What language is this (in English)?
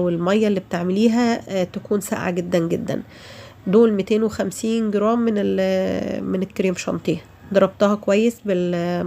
Egyptian Arabic